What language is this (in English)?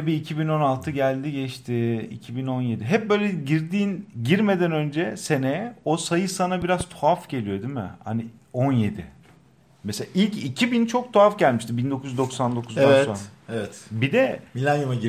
Turkish